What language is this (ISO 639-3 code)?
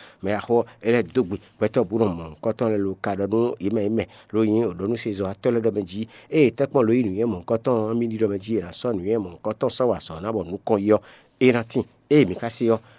fon